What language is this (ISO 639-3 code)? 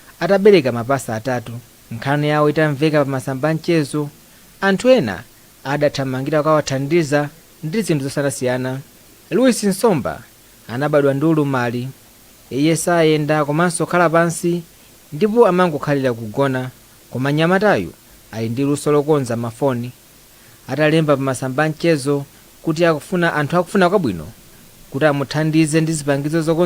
nya